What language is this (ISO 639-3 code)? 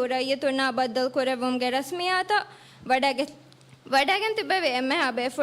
div